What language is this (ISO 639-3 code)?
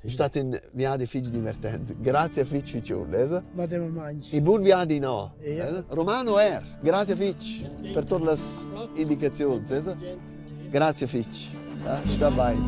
roh